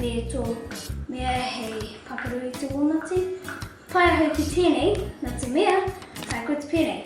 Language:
Māori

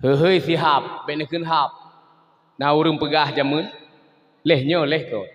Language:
Achinese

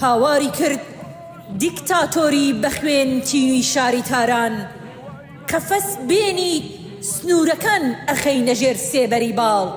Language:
Kurdish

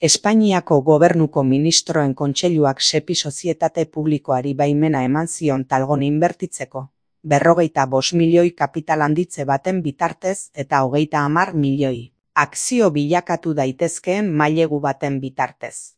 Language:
Basque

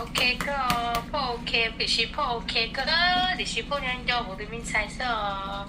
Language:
Hmong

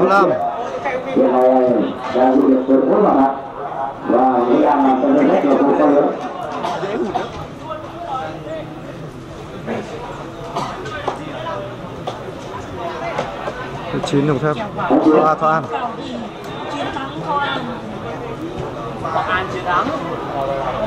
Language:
Vietnamese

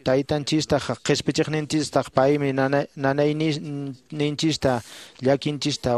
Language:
Quechua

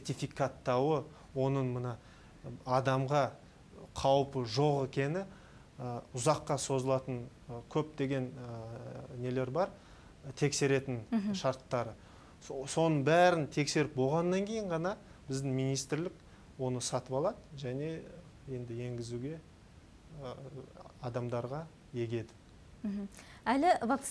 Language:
Kazakh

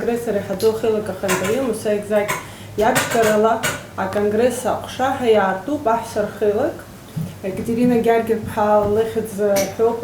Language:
Abkhazian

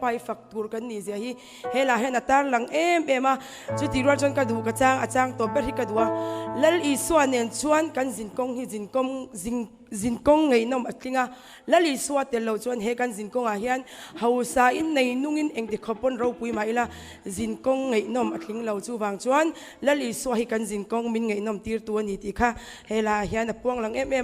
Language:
Mizo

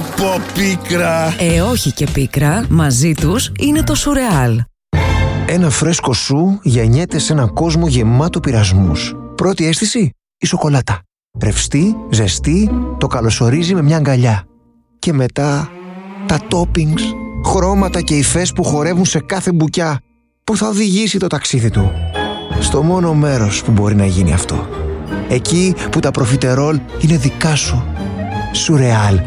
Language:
Greek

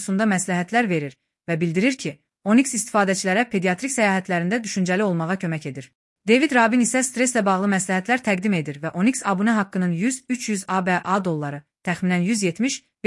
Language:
Azerbaijani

